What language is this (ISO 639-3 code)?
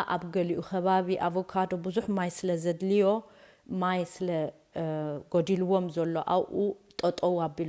tir